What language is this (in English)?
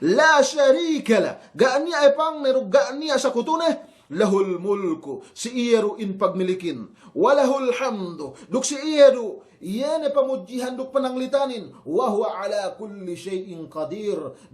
Yakan